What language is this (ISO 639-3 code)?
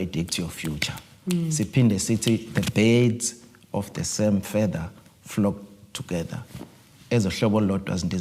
zul